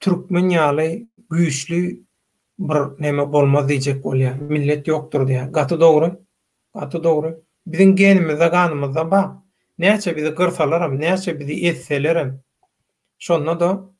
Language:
Turkmen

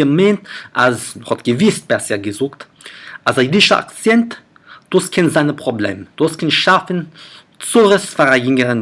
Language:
Yiddish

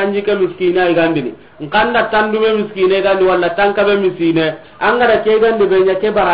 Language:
Soninke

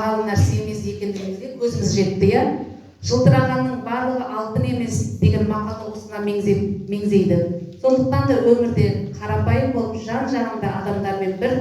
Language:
Kazakh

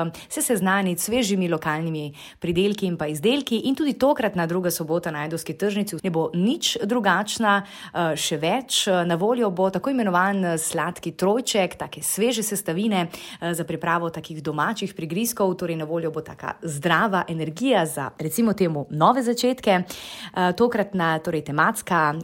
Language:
Slovenian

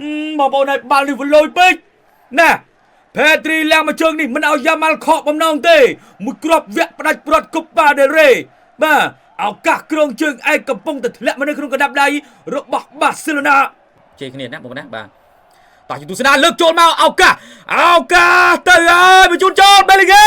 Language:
Khmer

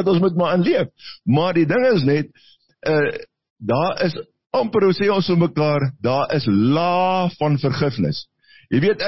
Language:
Afrikaans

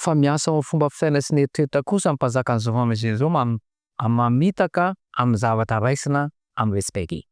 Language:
Malagasy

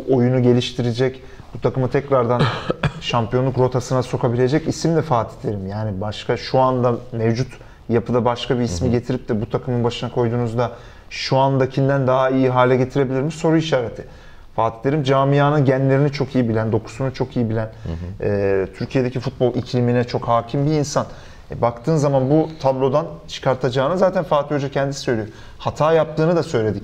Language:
Turkish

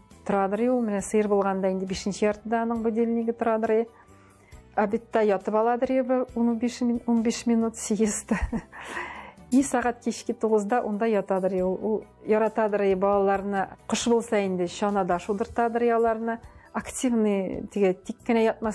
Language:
Tatar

